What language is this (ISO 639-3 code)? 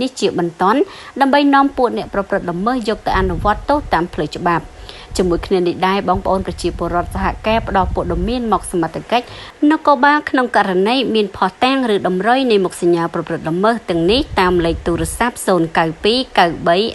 khm